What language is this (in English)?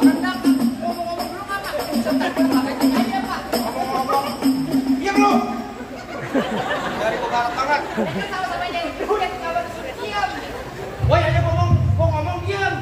Betawi